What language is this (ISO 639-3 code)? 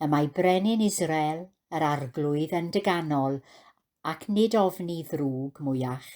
cym